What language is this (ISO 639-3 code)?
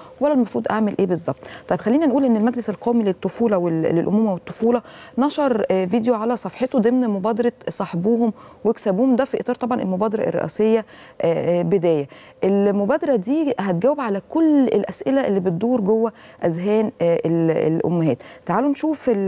arz